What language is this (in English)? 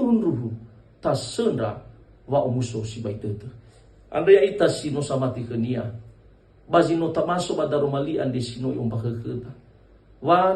Nias